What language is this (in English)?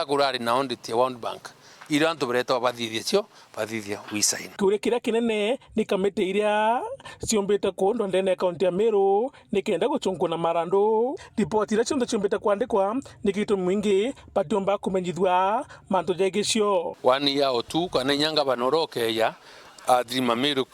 Meru